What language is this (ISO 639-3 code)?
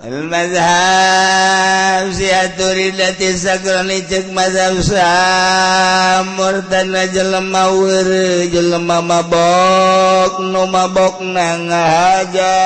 sun